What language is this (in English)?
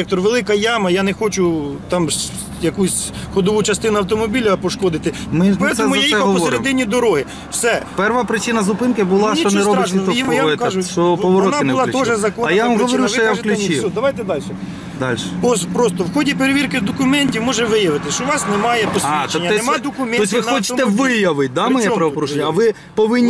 Ukrainian